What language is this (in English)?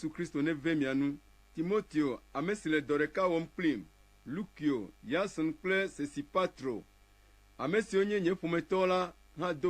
Ewe